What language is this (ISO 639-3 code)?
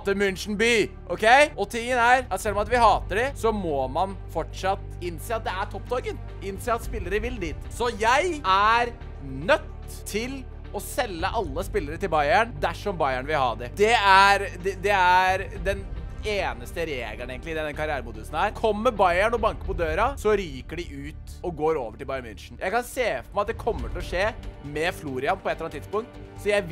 nor